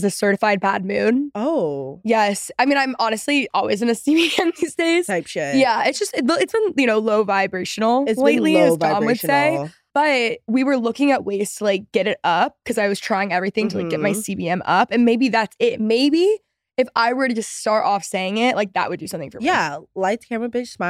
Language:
English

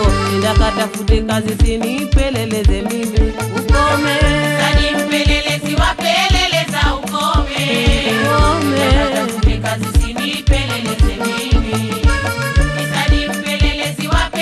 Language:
Swahili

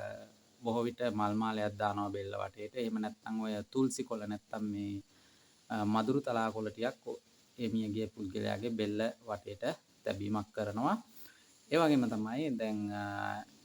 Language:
Sinhala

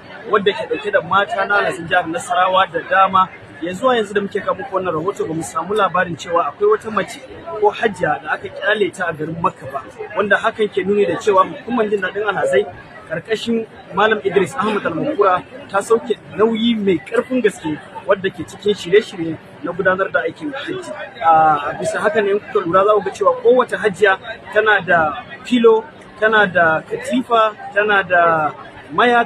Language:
Hausa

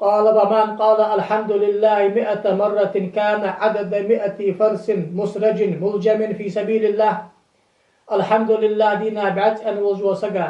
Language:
Ingush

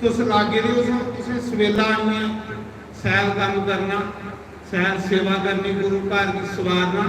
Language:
Dogri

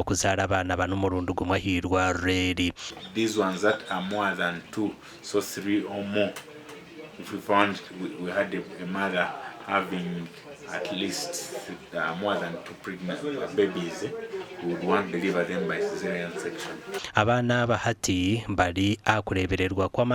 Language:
Nyankole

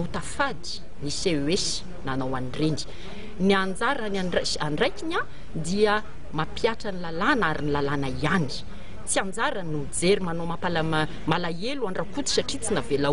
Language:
Malagasy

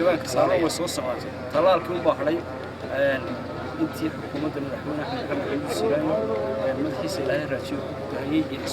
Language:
Somali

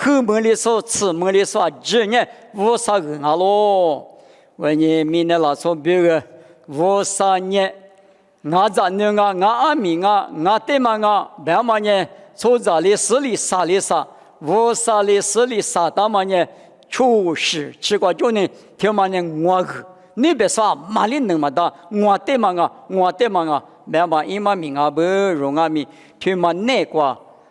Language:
Lisu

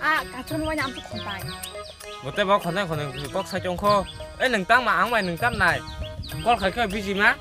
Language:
Kok Borok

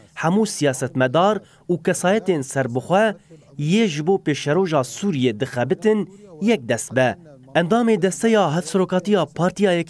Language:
Kurdish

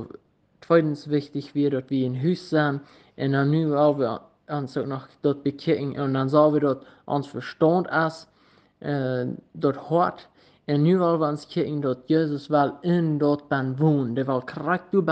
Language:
Plautdietsch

